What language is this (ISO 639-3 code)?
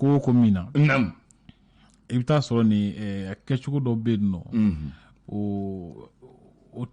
bam